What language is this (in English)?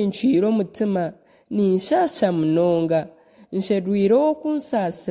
Nyankole